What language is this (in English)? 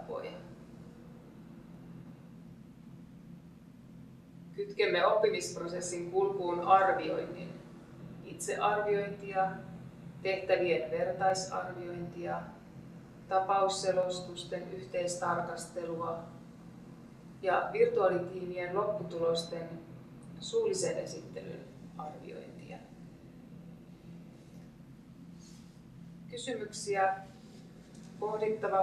Finnish